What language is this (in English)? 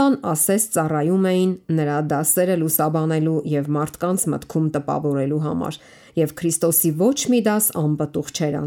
Armenian